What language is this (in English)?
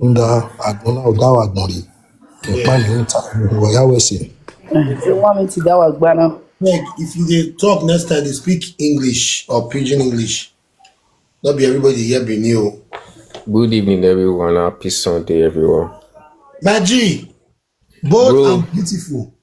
Nigerian Pidgin